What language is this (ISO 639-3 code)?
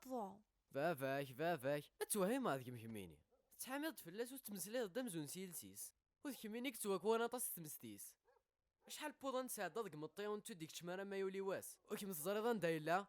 kab